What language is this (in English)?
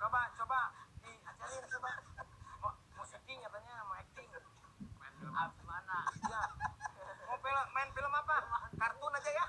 Betawi